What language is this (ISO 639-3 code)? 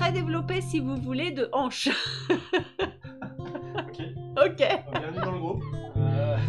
fra